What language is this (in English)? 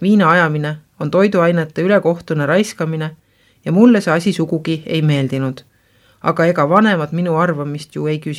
Estonian